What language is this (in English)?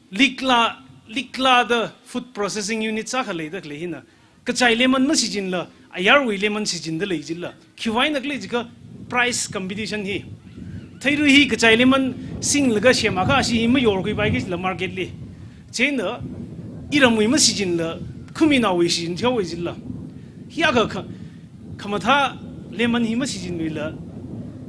Tangkhul Naga (India)